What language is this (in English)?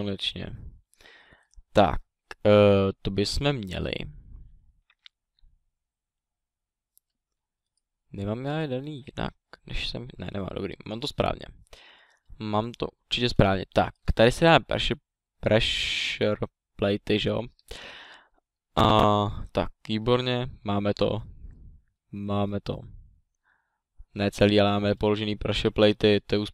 Czech